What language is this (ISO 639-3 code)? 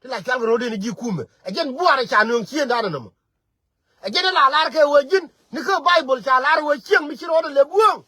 nus